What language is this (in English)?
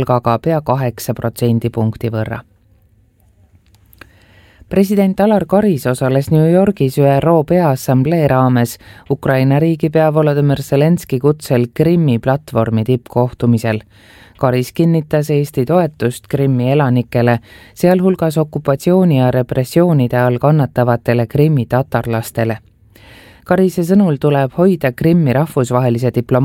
Estonian